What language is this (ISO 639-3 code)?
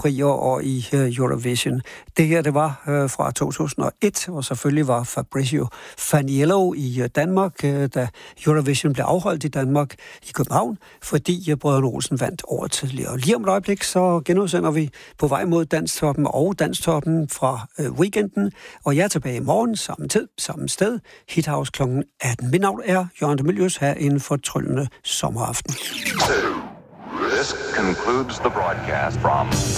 dan